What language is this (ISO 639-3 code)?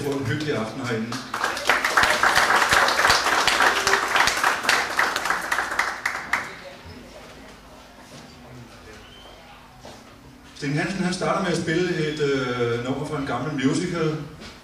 dan